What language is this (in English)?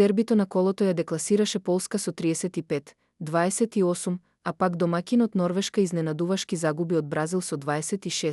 Macedonian